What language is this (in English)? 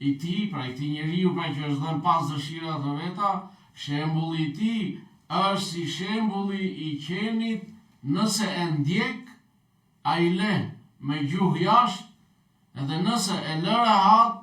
Albanian